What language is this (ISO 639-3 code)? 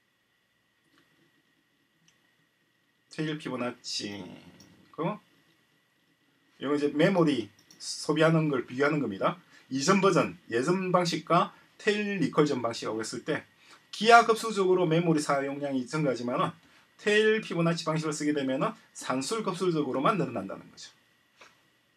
kor